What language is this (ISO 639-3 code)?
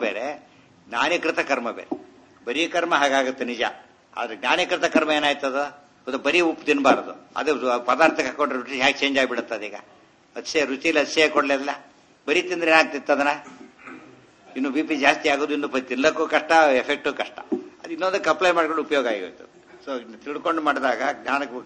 kan